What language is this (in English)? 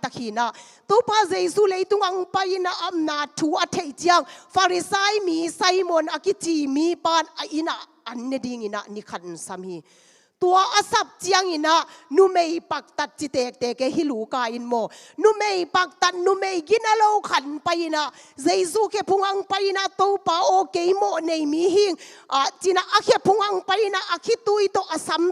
Tedim Chin